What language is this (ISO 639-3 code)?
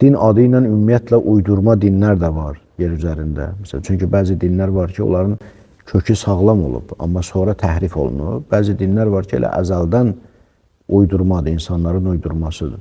aze